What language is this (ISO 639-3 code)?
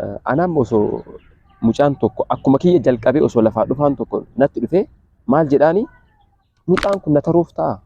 orm